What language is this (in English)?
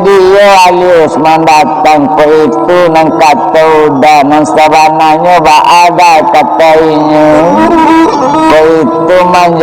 Minangkabau